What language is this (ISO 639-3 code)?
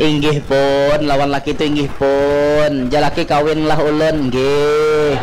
bjn